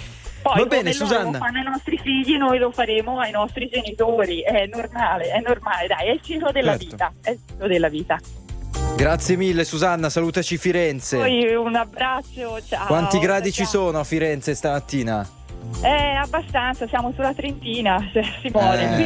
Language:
Italian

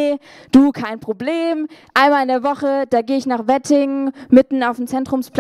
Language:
Swiss German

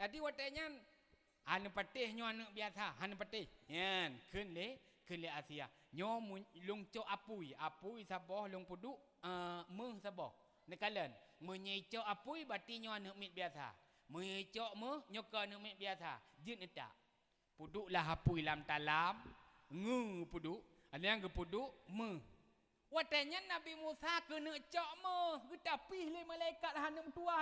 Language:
Achinese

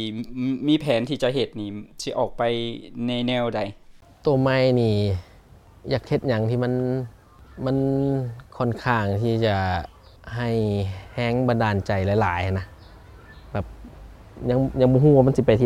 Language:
Lao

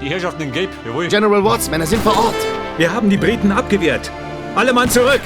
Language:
Bavarian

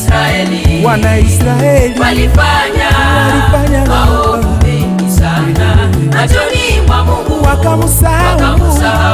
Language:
Swahili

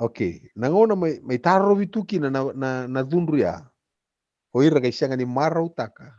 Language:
Fijian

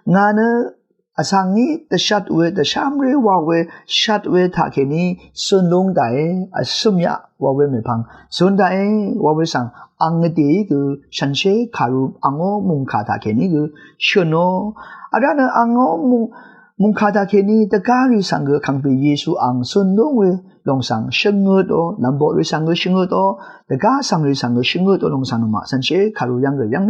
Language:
Rawang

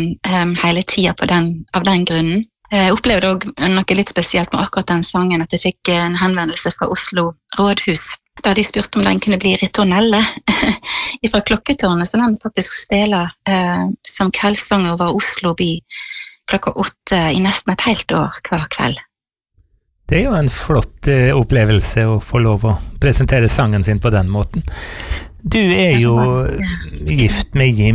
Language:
Norwegian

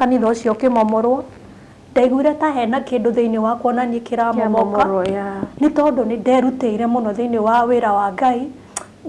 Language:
Kikuyu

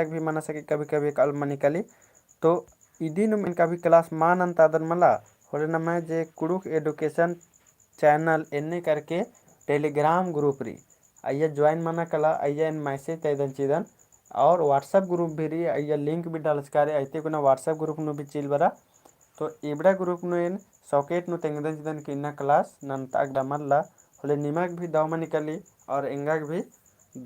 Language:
Kurukh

